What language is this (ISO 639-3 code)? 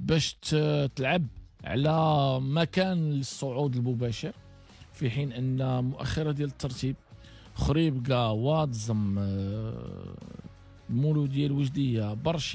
ary